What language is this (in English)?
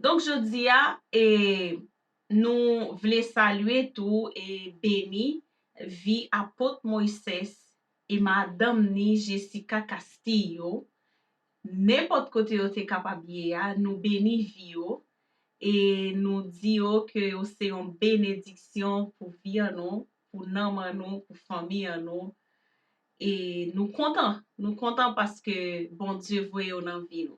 Haitian Creole